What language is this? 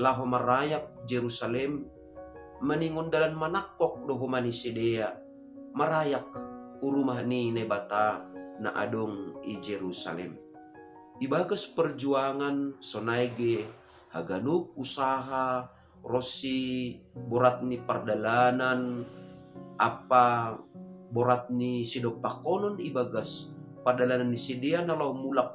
Batak Simalungun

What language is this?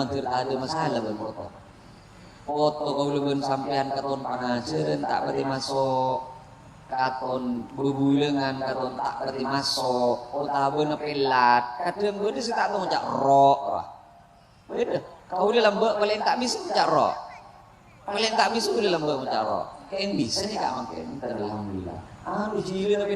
Madurese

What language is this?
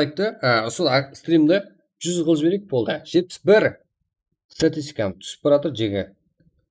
Kara-Kalpak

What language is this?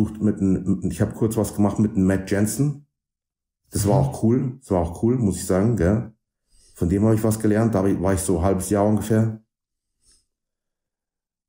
German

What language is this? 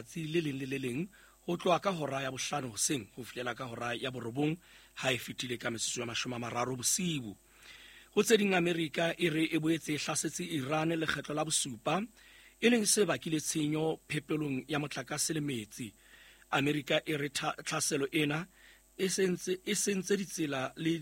Southern Sotho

